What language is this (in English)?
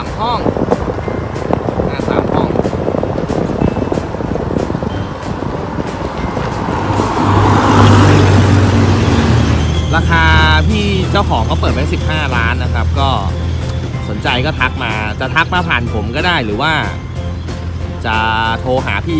Thai